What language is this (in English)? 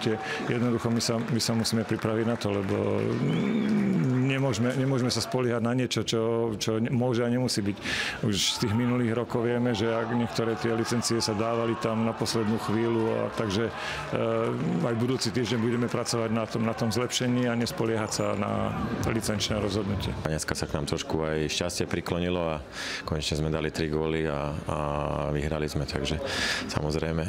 Slovak